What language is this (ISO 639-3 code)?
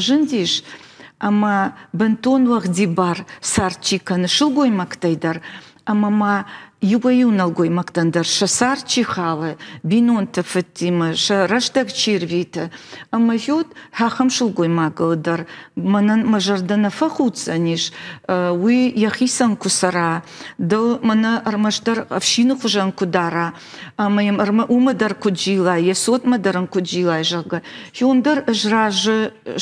oss